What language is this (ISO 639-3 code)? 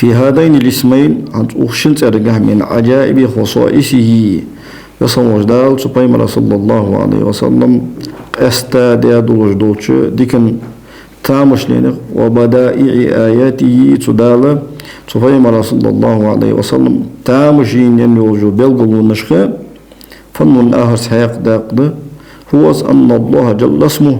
inh